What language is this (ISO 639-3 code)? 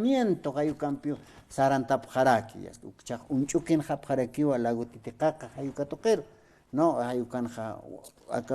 aym